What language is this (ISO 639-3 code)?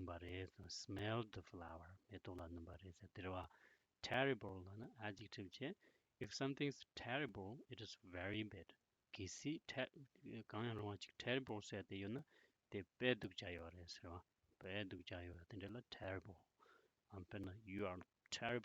bod